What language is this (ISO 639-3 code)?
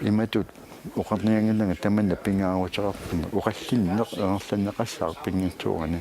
kal